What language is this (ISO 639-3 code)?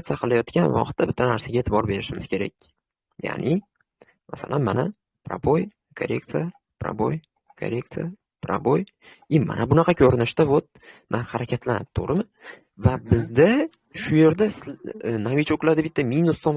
uzb